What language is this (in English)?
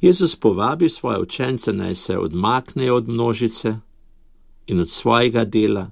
Slovenian